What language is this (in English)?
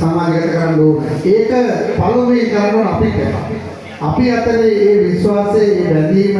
Sinhala